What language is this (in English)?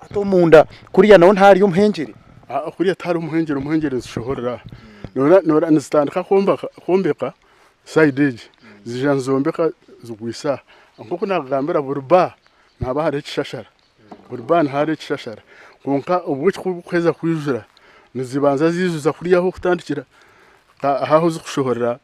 Nyankole